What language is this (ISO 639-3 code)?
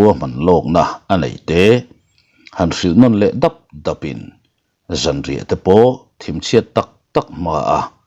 lus